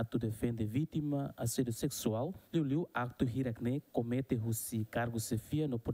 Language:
Tetum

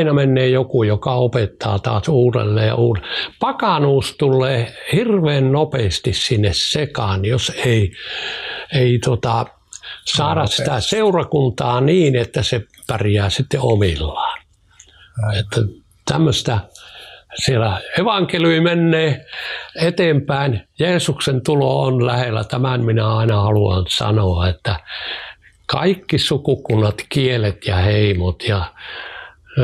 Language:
Finnish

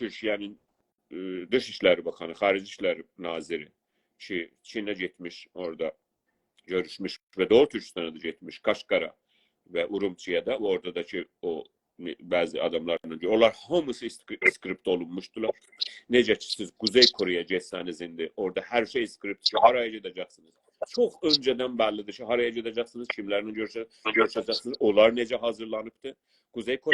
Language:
South Azerbaijani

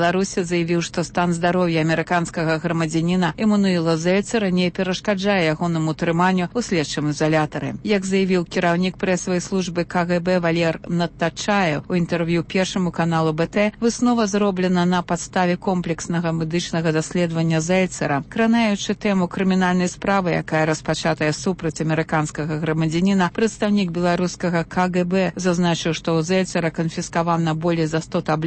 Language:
Belarusian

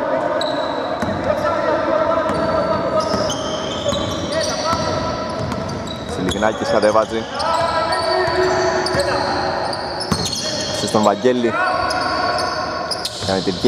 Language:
Greek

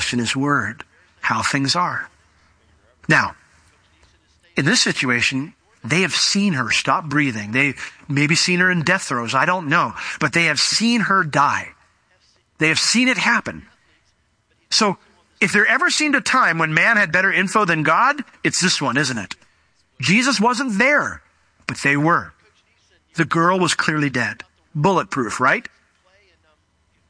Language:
English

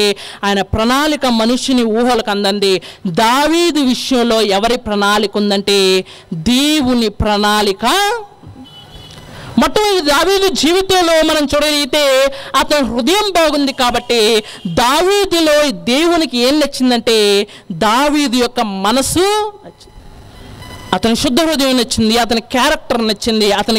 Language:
Telugu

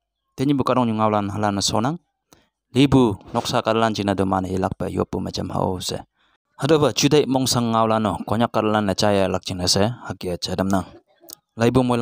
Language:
Konyak Naga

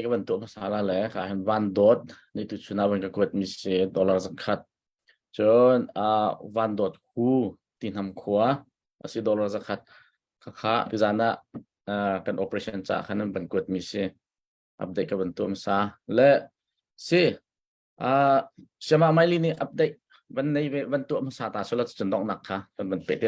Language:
Hakha Chin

